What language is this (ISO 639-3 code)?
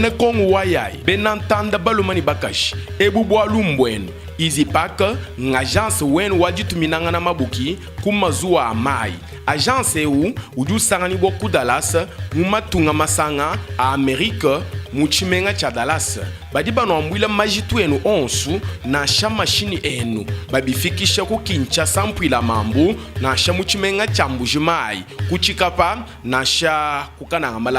lua